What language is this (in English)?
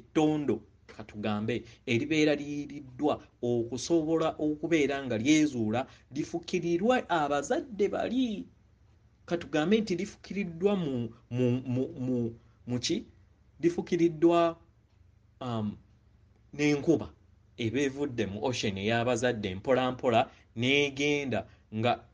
Ganda